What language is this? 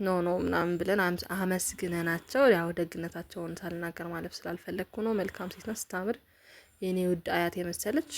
Amharic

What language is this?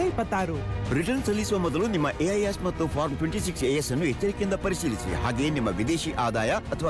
Kannada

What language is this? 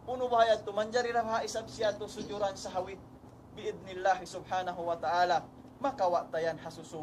Tausug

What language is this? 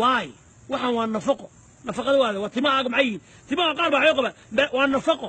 Somali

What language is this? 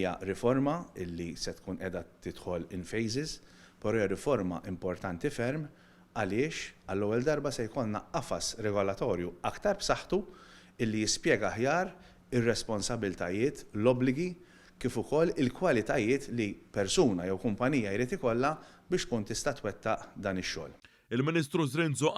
Maltese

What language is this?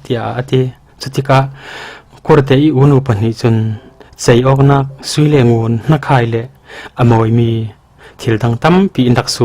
Falam Chin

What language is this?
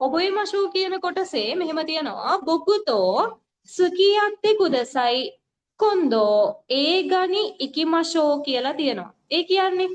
Sinhala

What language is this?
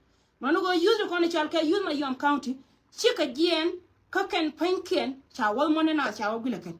Nuer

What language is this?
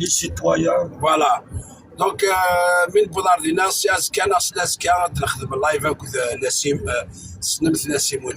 Kabyle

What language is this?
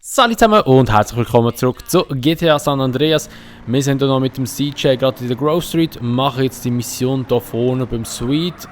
Swiss German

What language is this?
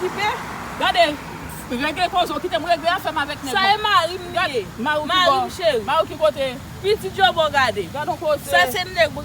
Haitian Creole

